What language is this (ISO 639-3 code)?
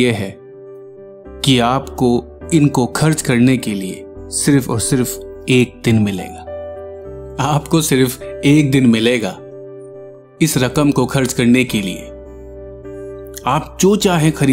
hin